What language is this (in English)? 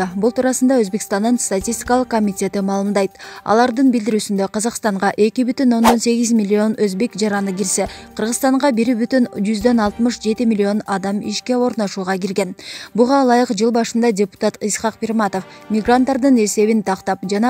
Kyrgyz